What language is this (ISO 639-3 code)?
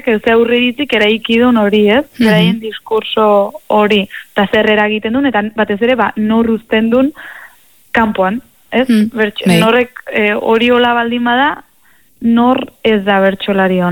eus